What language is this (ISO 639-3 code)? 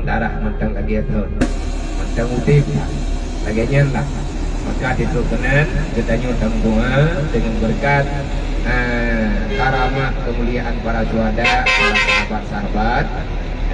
ace